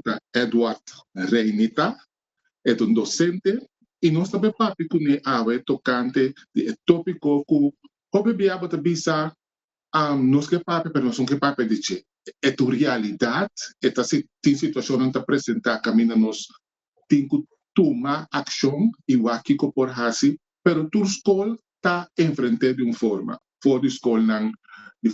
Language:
Papiamento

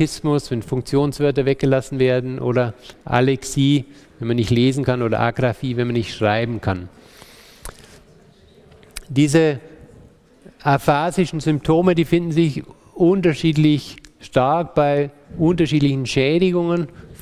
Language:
German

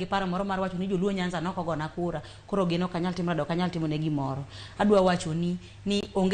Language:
Luo (Kenya and Tanzania)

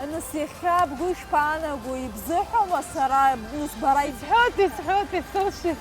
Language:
Abkhazian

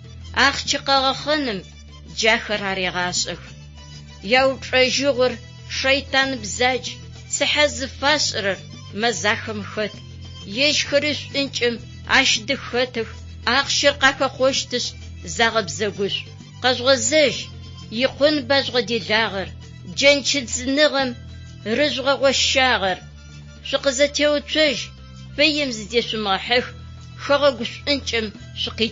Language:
Adyghe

